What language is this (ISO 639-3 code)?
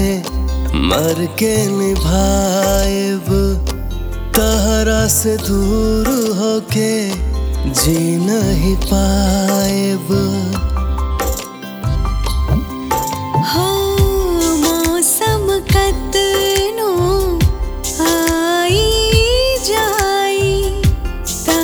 bho